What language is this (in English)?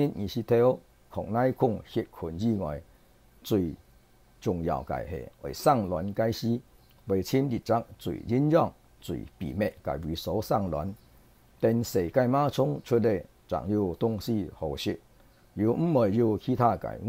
Hakka Chinese